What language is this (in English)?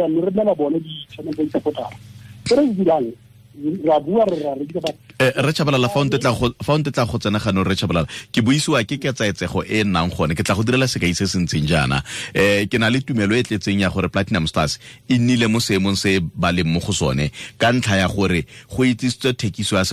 Tswana